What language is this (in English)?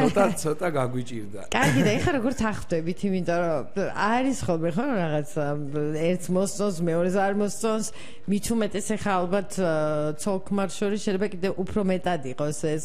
Georgian